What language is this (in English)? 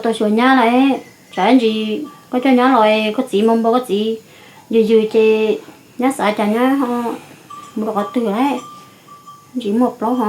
Hmong